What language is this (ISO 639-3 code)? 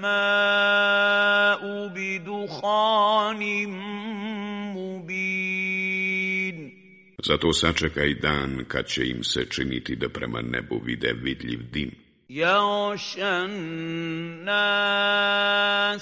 bos